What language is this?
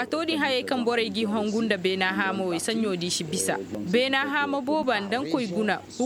Koyraboro Senni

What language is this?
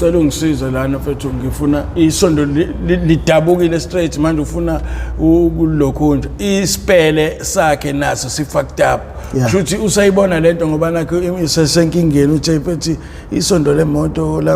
Zulu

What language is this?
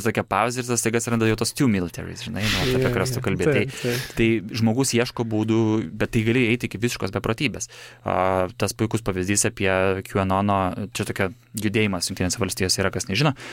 Lithuanian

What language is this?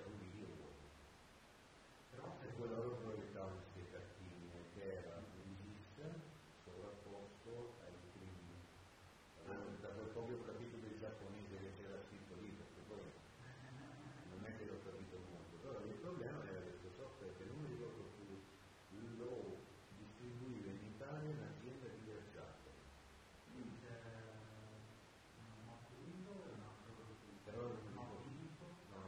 Italian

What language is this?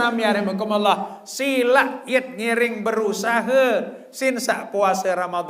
Sasak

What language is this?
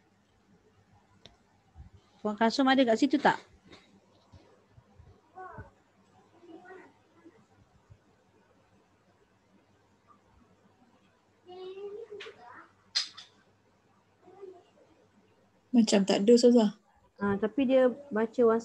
Malay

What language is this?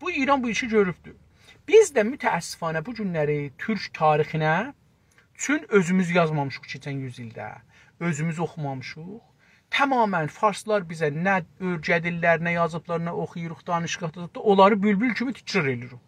South Azerbaijani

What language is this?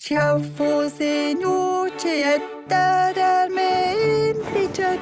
Romansh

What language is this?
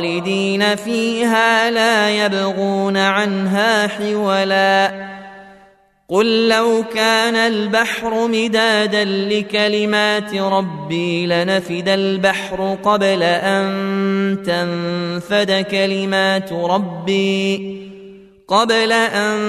Arabic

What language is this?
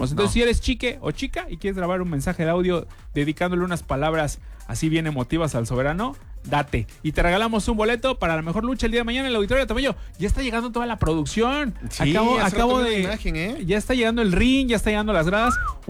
Spanish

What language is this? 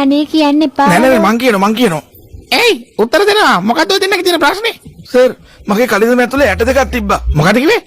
Sinhala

